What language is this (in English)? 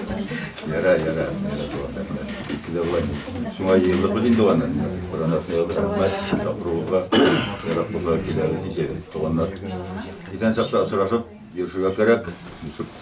Bashkir